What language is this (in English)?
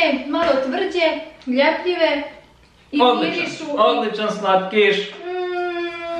Croatian